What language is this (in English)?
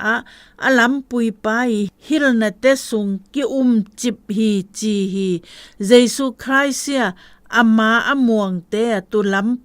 Zou